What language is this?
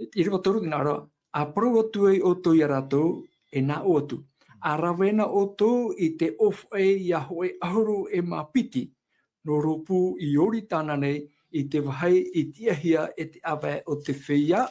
Tahitian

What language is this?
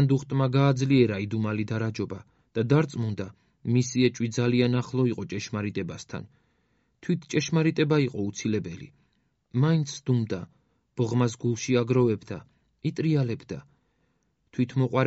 Georgian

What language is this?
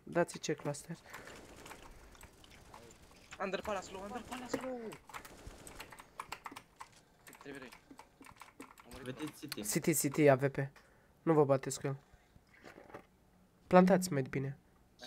Romanian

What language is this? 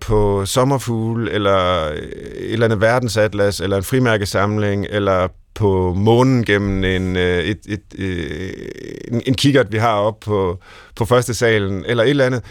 Danish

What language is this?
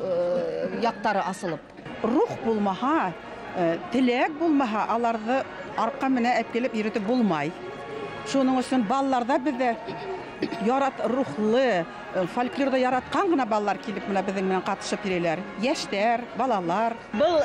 Bashkir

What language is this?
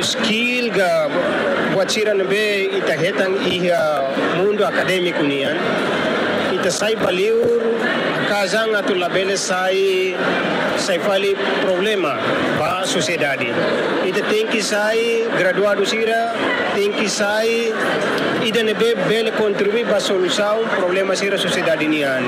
Tetum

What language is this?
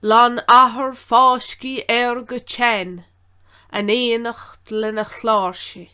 Irish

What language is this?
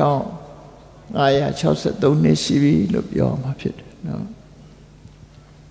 Burmese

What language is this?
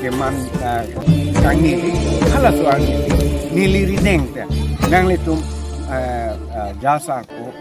Karbi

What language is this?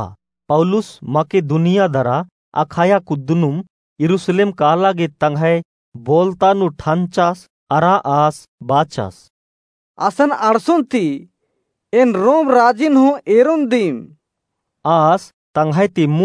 Kurukh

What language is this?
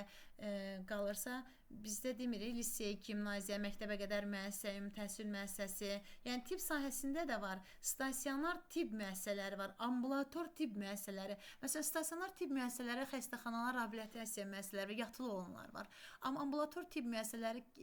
Azerbaijani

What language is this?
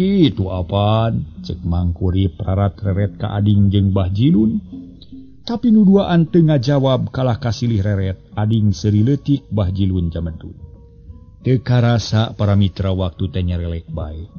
Sundanese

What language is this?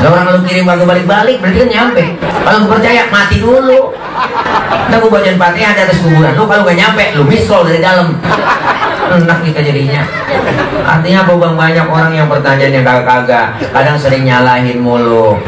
Betawi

